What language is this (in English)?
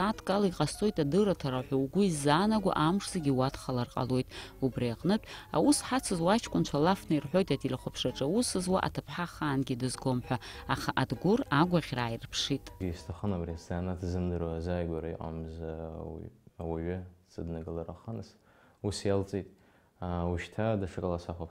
Abkhazian